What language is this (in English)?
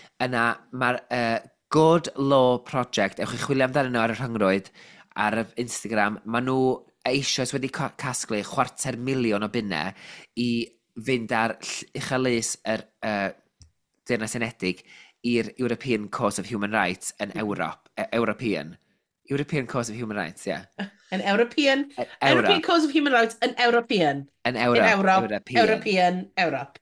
Welsh